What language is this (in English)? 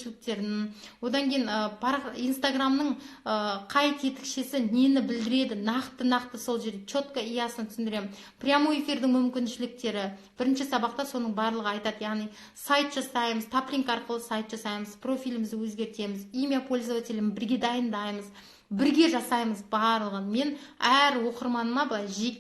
Kazakh